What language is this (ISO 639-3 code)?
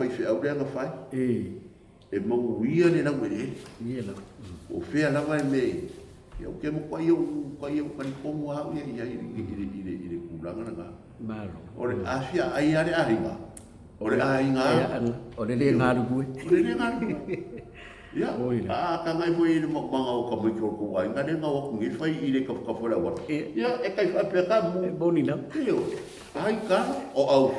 smo